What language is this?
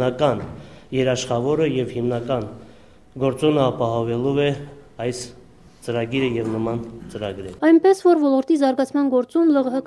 Armenian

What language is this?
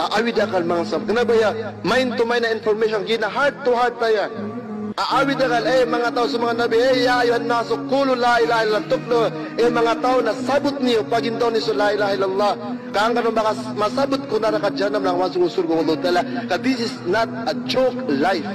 Maranao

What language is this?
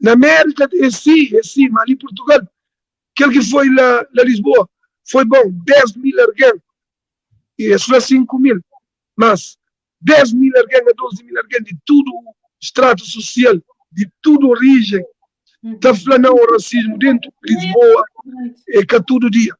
Kabuverdianu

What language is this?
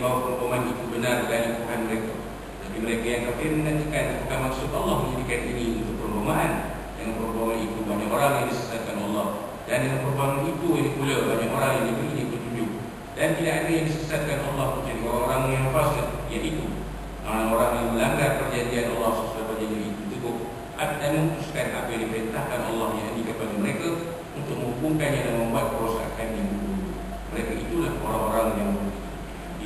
Malay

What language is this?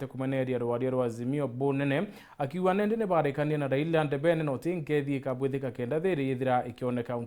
Meru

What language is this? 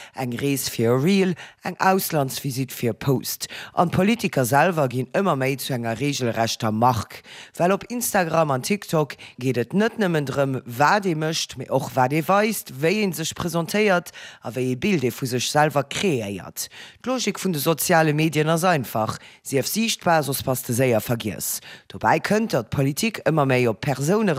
Luxembourgish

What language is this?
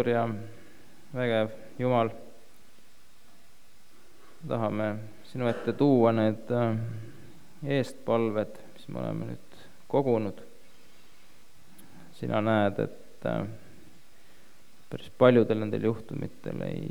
Estonian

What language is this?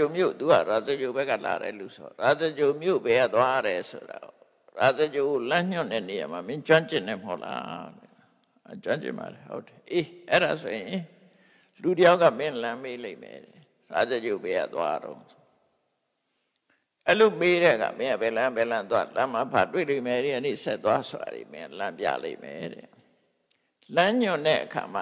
Burmese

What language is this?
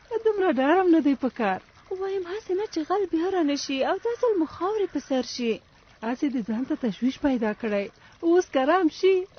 Pashto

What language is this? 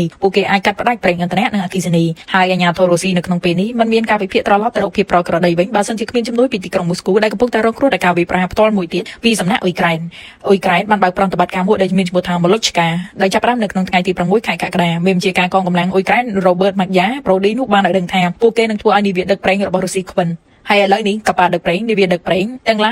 Khmer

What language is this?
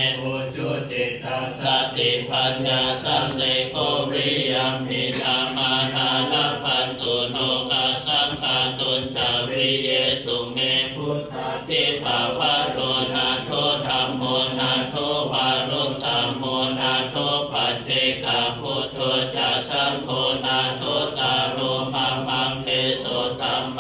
Pali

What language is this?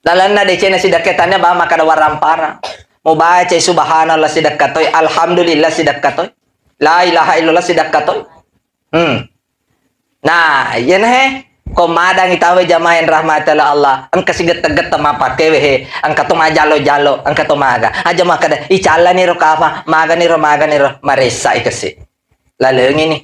Buginese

